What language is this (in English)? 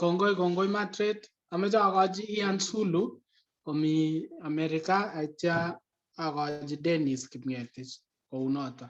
Kalenjin